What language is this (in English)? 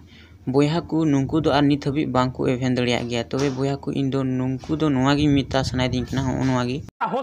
Santali